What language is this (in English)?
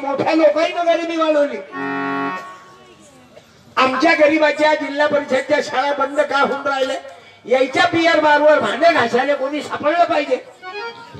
Marathi